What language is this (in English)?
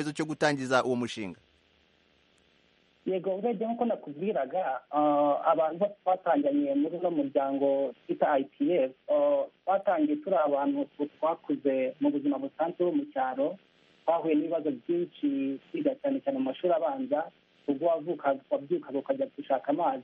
Kinyarwanda